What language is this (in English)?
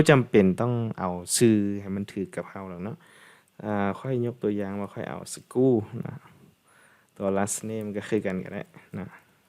Lao